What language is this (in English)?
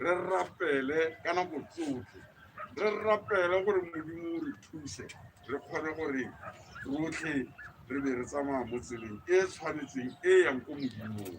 Tswana